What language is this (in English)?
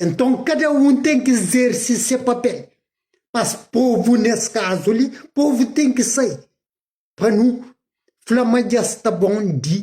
Kabuverdianu